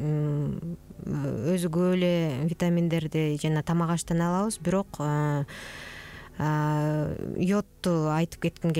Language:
Kyrgyz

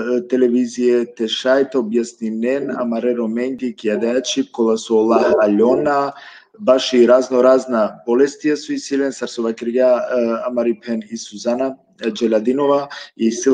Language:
Balkan Romani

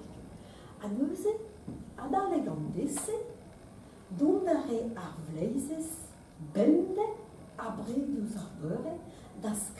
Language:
Breton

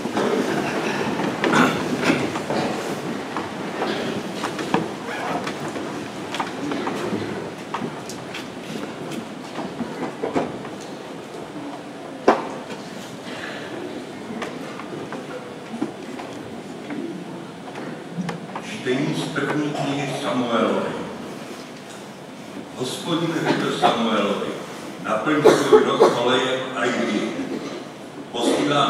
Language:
Czech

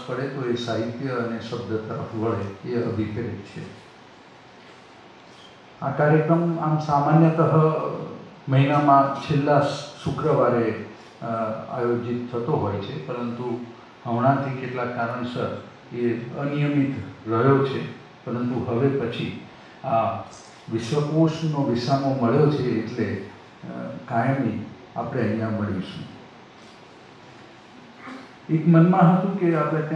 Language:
Gujarati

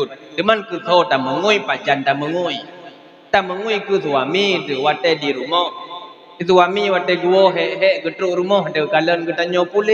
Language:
Achinese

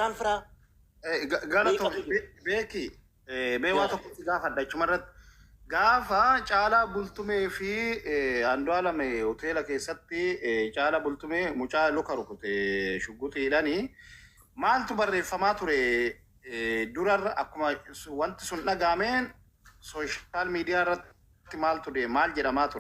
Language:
Oromo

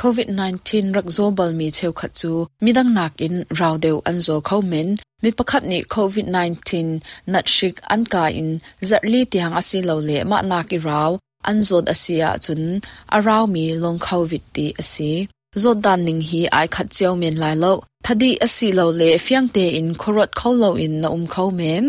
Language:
Hakha Chin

